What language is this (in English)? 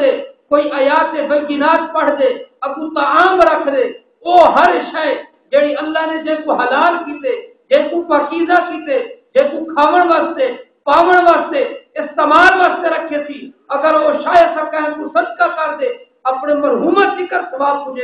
Saraiki